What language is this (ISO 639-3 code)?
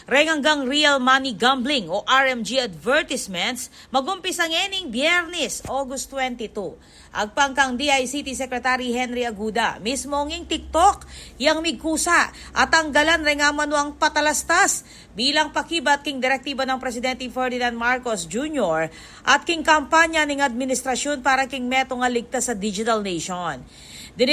pam